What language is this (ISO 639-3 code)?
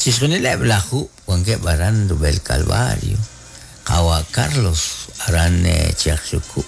kek